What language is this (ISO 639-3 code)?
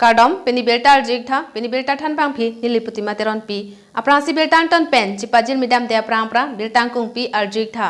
mjw